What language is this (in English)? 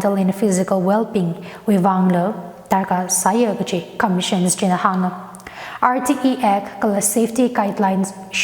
Tangkhul Naga (India)